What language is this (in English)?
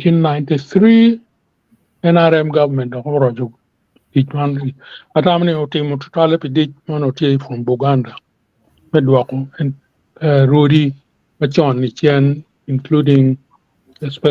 Acoli